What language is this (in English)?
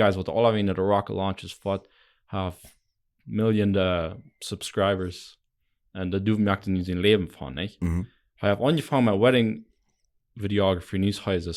Plautdietsch